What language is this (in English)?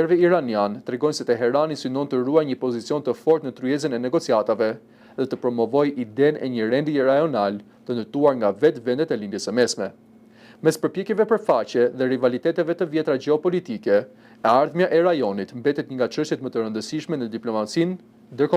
Albanian